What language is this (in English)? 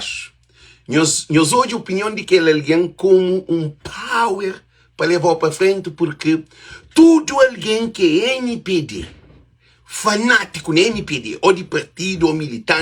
Kabuverdianu